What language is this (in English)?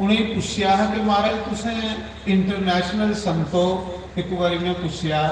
Dogri